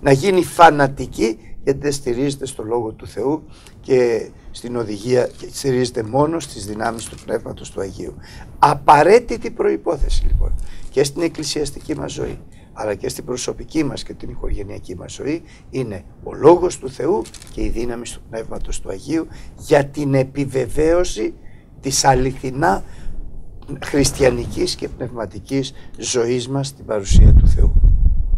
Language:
Greek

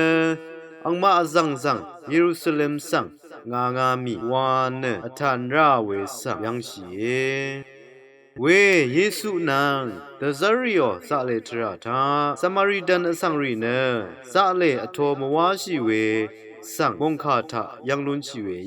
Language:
Rawang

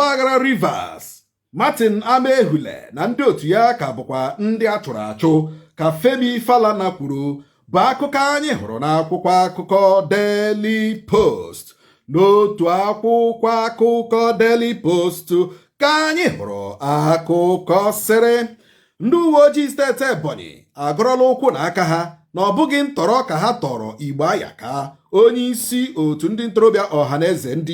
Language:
Igbo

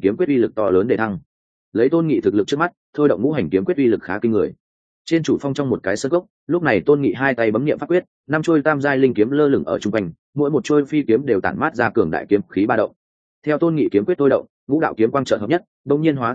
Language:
Vietnamese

